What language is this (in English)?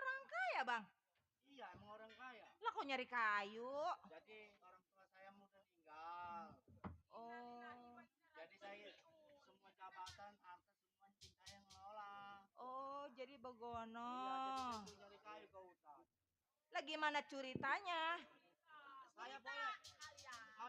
Betawi